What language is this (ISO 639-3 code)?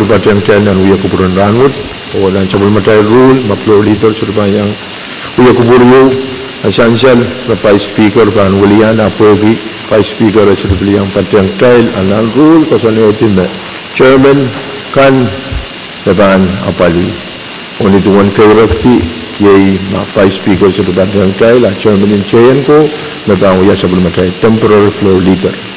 pon